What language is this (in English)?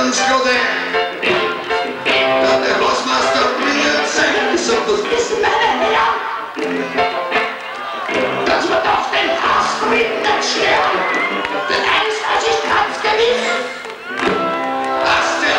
German